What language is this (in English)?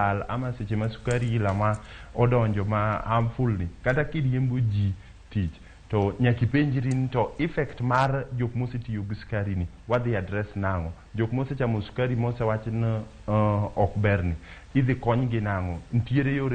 Luo (Kenya and Tanzania)